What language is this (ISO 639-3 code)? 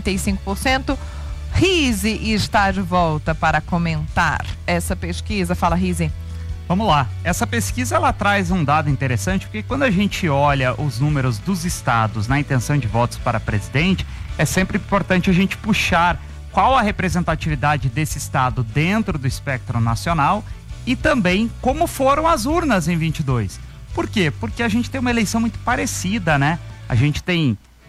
por